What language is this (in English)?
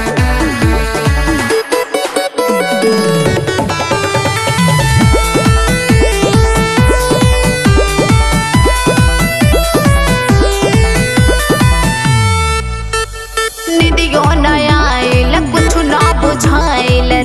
Bhojpuri